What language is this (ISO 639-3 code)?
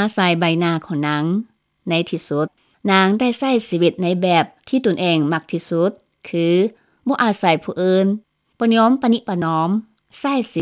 lao